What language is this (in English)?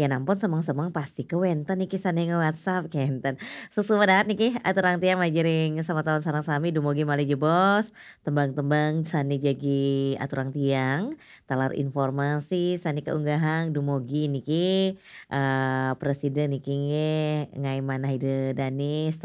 Balinese